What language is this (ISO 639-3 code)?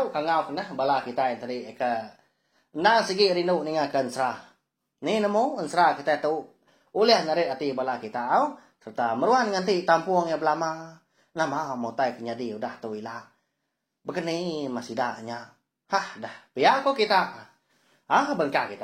iba